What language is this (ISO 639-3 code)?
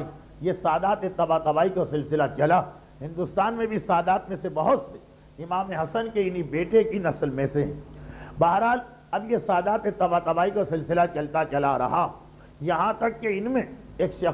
urd